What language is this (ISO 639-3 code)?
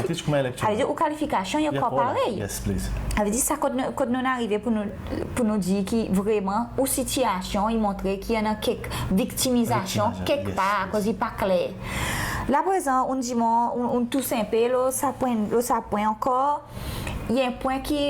crs